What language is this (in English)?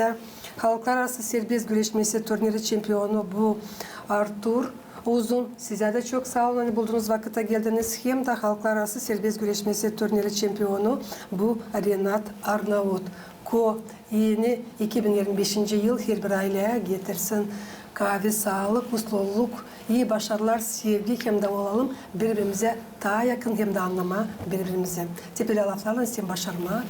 Gagauz